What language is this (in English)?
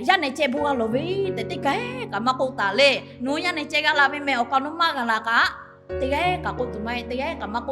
Lahu